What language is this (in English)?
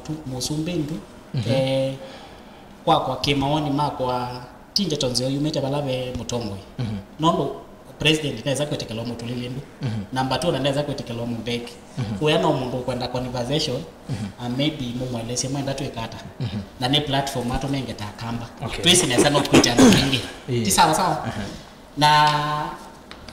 Kamba